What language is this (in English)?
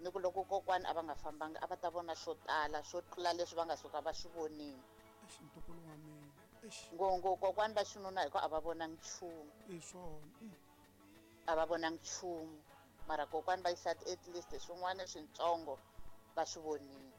Tsonga